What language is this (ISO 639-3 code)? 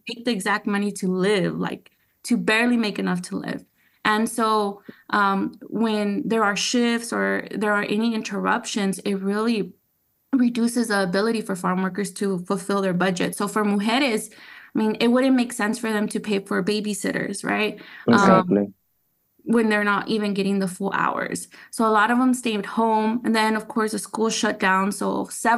eng